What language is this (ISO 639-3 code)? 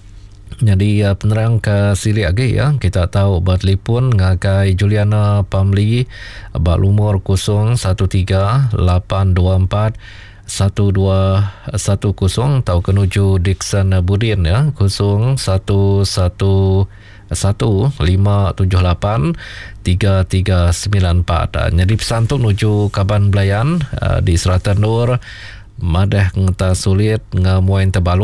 iba